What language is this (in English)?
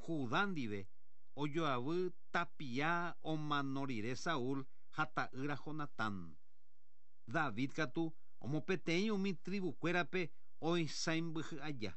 Guarani